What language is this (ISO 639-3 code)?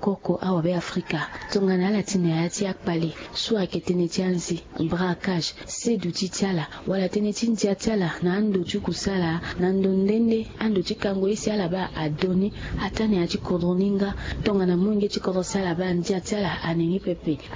sag